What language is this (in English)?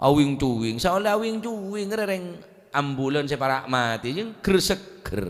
Madurese